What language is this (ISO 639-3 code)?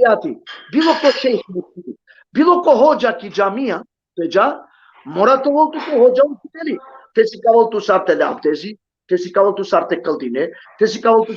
rmn